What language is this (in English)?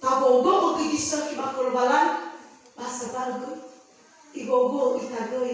Nias